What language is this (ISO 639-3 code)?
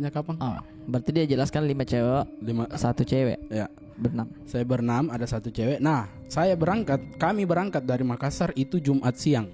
mfp